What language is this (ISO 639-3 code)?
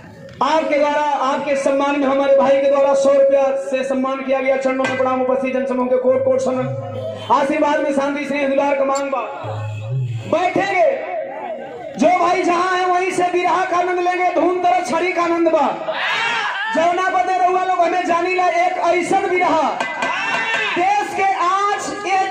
bho